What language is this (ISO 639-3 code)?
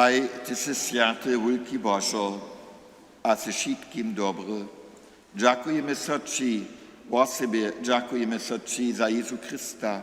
hsb